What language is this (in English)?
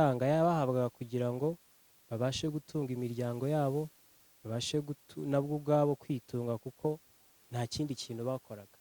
Kinyarwanda